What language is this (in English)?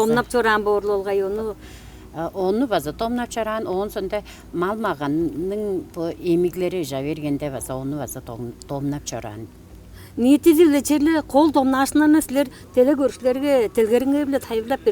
Tuvinian